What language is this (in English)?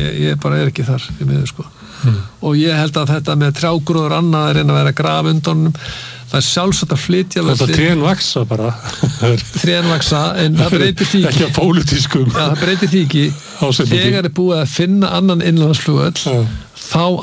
Icelandic